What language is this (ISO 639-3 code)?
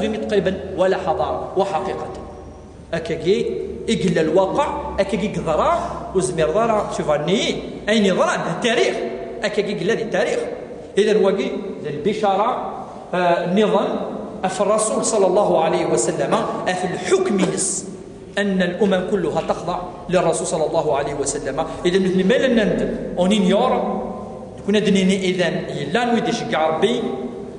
kab